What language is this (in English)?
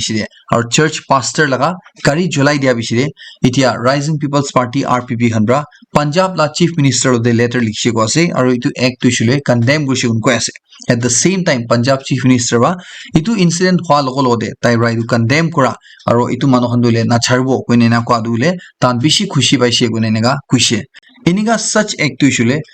Naga Pidgin